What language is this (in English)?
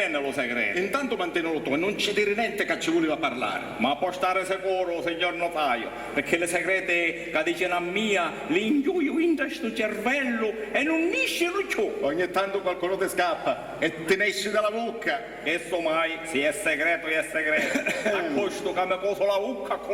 Sicilian